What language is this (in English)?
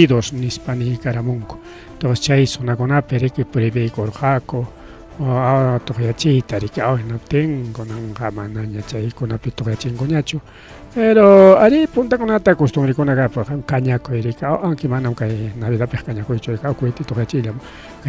Ayacucho Quechua